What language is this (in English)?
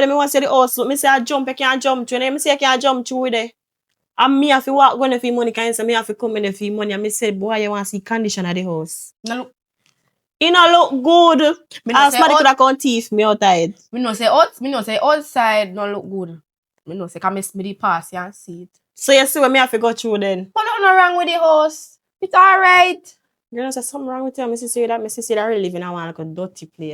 Jamaican Creole English